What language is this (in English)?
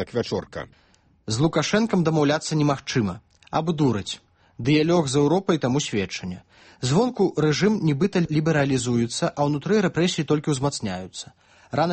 Belarusian